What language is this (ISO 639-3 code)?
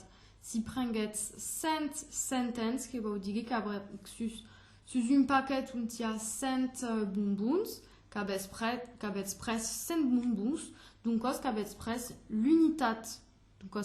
oci